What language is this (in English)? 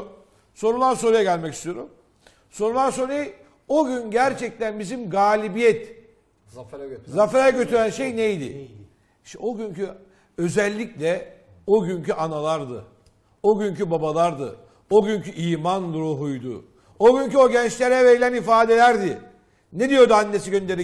Turkish